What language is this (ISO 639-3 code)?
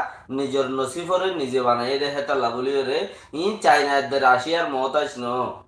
rhg